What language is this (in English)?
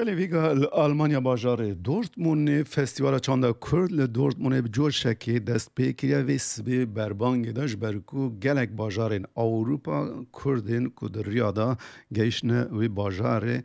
Kurdish